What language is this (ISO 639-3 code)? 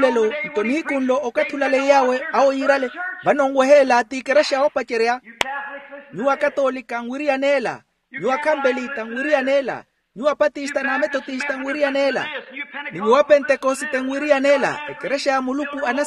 vmw